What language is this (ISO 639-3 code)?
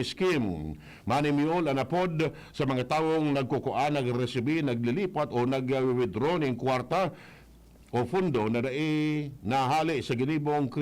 bik